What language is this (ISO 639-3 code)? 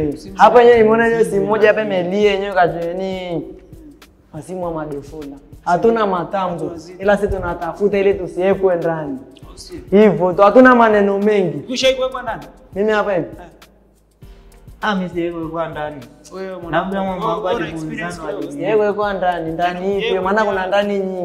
swa